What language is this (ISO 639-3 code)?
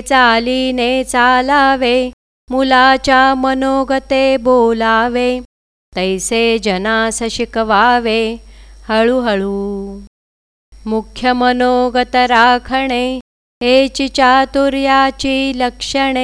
mar